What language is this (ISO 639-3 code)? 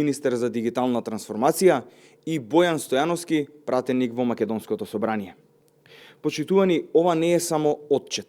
mkd